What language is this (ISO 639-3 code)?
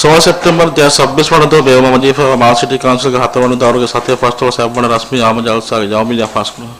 div